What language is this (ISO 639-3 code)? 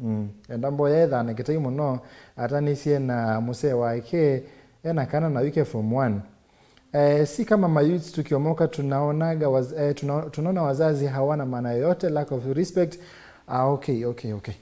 kam